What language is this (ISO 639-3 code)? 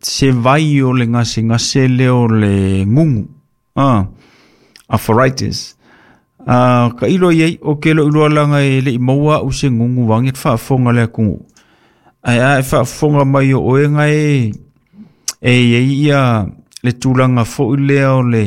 smo